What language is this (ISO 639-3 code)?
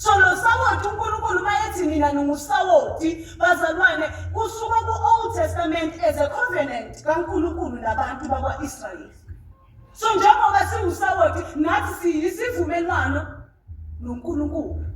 zul